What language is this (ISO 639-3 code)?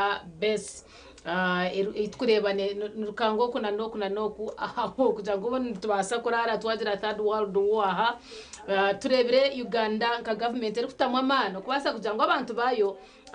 nyn